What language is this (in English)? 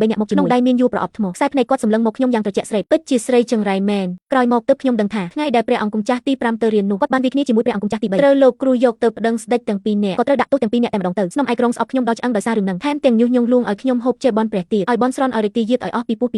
Khmer